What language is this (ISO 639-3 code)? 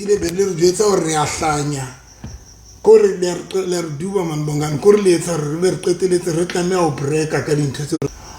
sot